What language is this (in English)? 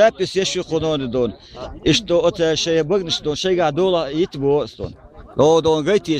Chechen